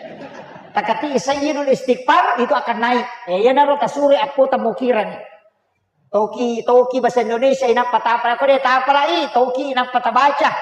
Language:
Buginese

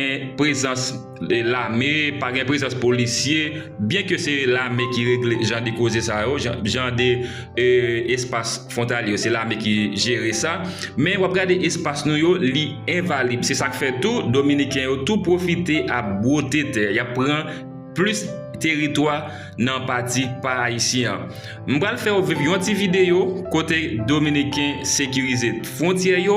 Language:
Haitian Creole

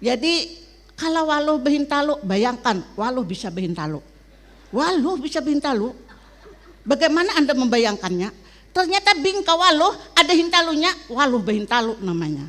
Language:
Banjar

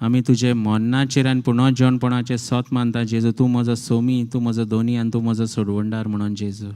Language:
Konkani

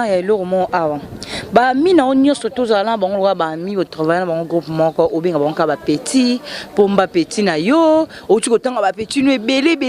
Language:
Lingala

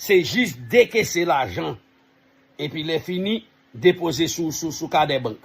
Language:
Haitian Creole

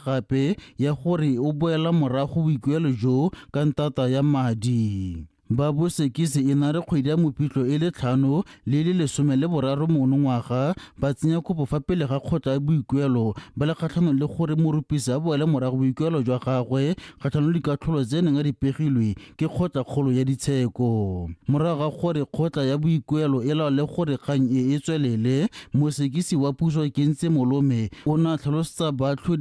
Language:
Tswana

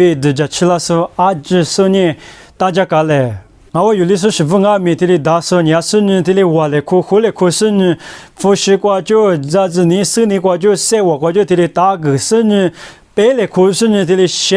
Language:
Lisu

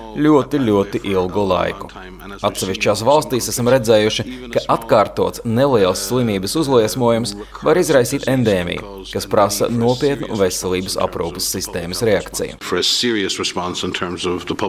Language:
Latvian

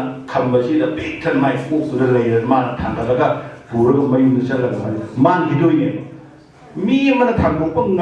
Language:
Manipuri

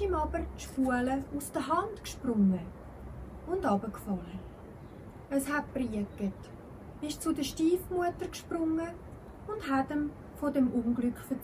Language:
Swiss German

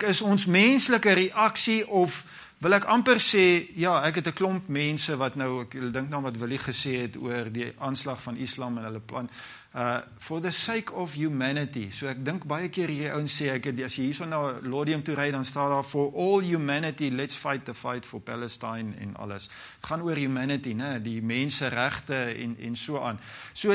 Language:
Afrikaans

